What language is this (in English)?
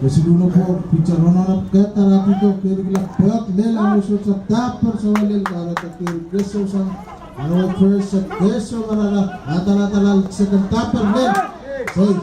Pohnpeian